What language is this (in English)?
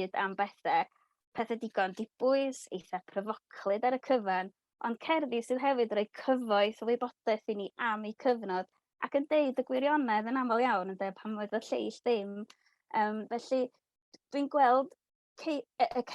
Welsh